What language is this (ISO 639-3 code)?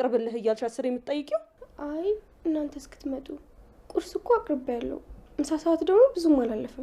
amh